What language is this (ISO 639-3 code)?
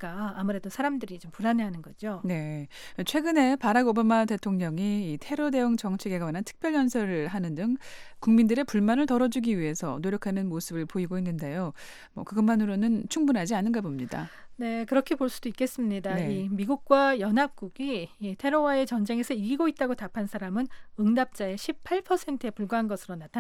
kor